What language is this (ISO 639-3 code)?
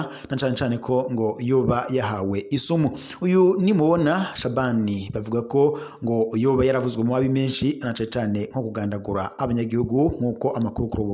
run